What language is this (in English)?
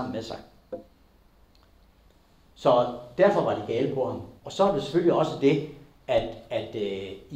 Danish